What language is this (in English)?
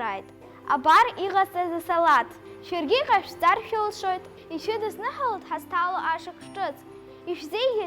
Abkhazian